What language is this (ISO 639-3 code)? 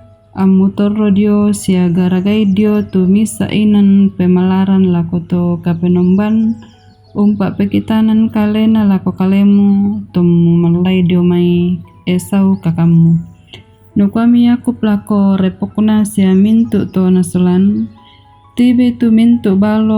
sda